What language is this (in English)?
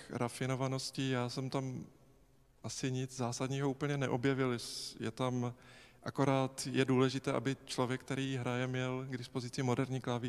Czech